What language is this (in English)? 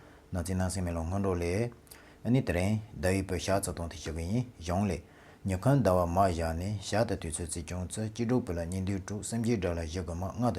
Tibetan